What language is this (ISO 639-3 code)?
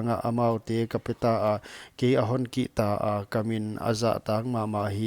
pck